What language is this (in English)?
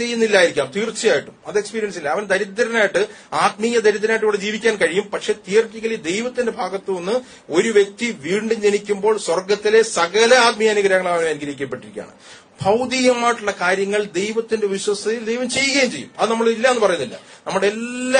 Malayalam